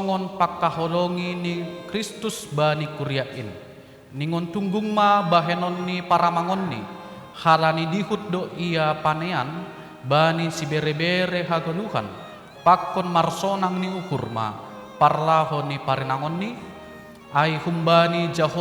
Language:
Batak Simalungun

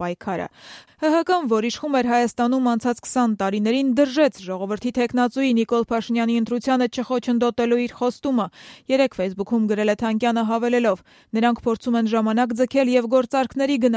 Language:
Armenian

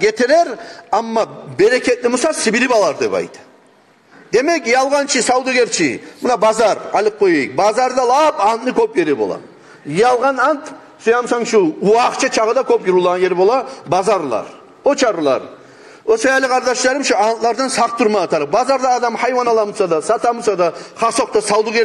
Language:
Kumyk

